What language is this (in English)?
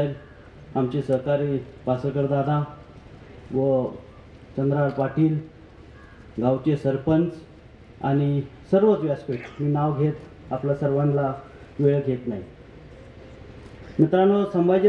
Marathi